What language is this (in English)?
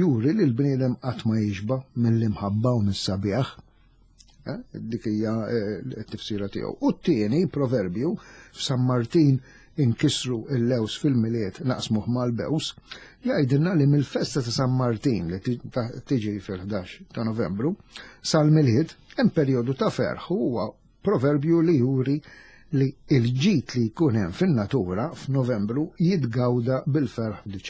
Maltese